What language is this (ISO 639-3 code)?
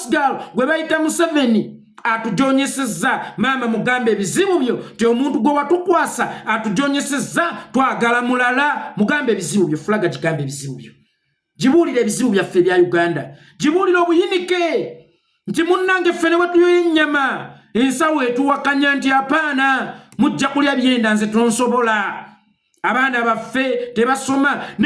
lug